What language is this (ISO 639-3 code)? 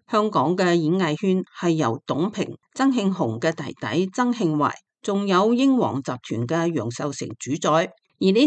yue